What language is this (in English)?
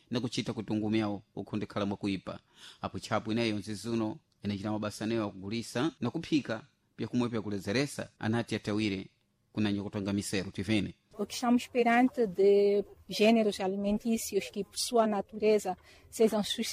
Sena